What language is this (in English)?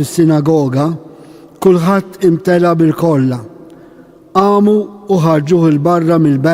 Maltese